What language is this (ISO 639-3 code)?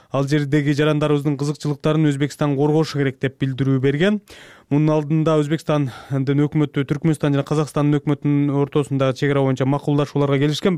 kir